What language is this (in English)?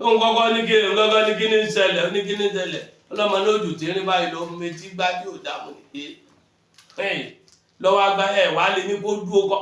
Yoruba